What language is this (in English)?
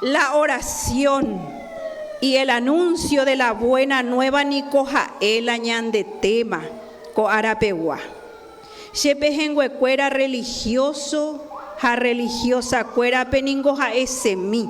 Guarani